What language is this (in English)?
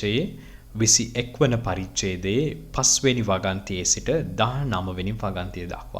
Sinhala